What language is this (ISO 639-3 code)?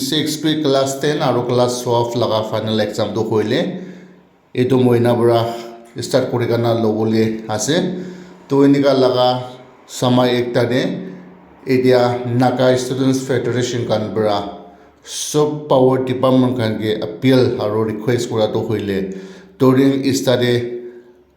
nag